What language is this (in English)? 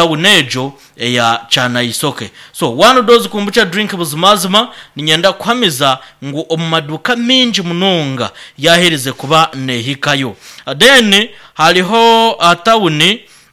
Nyankole